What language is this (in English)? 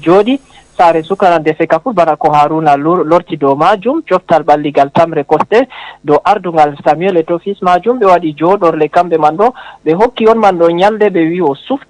Fula